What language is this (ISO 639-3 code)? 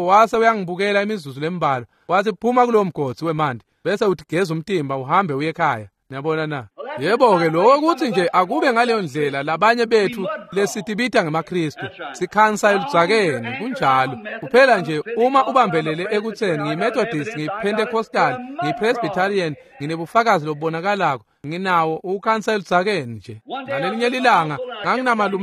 ssw